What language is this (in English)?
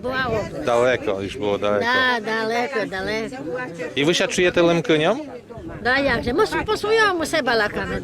Rusyn